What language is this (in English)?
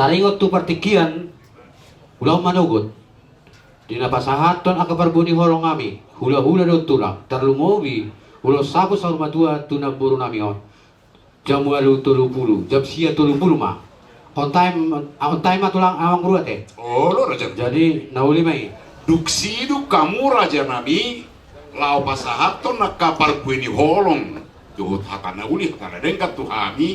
Batak Toba